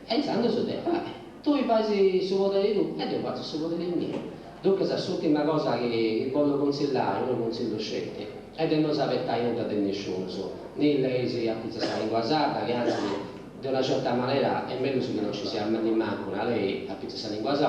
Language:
Sardinian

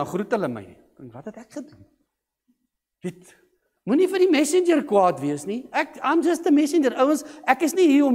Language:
Afrikaans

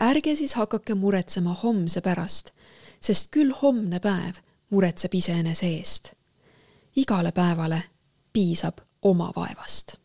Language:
Estonian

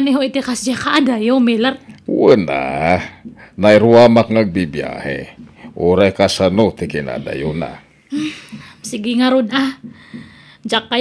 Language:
Iloko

